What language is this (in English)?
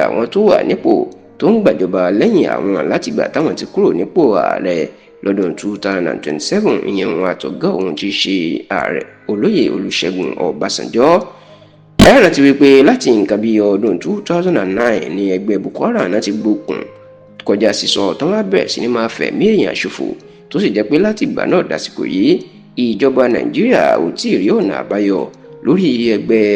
Yoruba